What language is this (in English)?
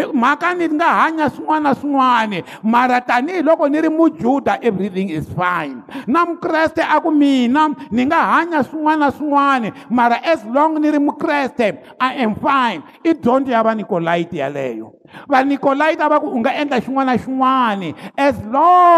Tsonga